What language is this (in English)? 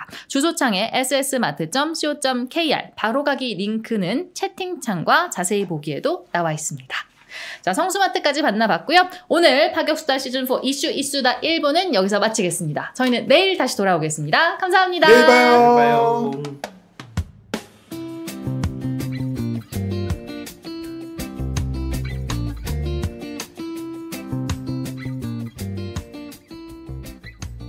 Korean